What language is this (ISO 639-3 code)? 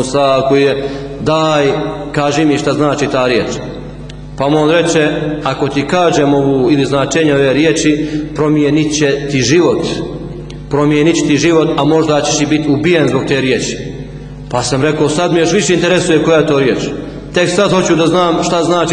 bos